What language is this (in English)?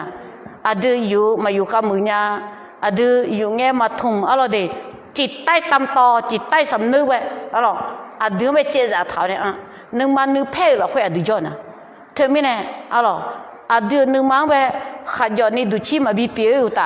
Akha